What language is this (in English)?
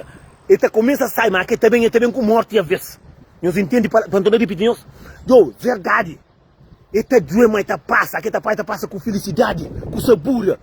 Kabuverdianu